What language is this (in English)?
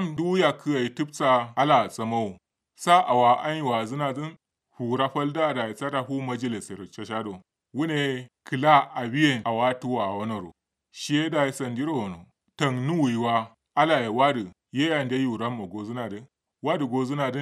Kanuri